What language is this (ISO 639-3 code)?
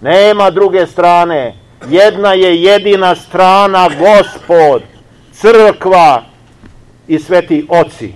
srp